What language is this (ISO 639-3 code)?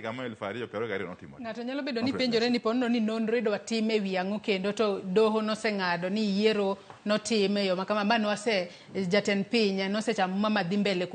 luo